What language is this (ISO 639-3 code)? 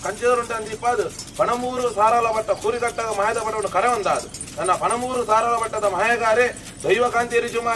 tcy